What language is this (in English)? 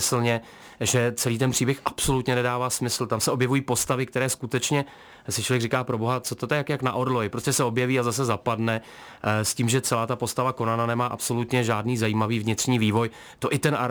Czech